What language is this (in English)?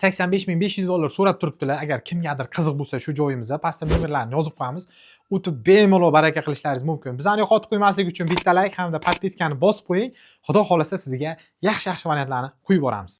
Uzbek